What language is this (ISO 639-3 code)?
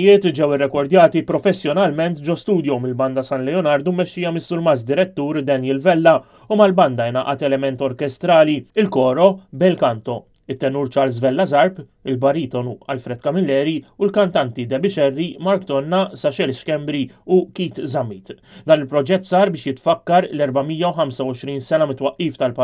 mlt